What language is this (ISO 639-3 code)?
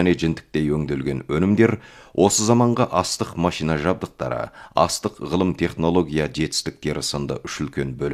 kaz